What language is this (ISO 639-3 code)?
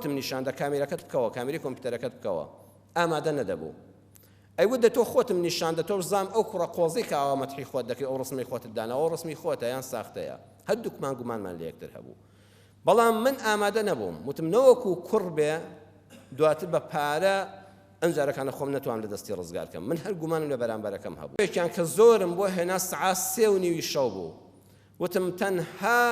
ckb